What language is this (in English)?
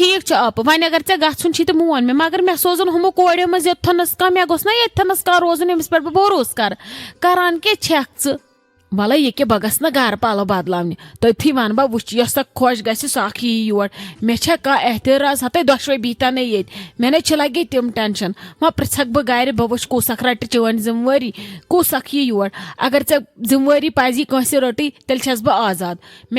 Kashmiri